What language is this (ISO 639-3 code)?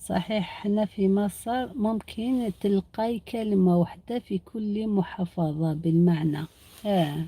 arq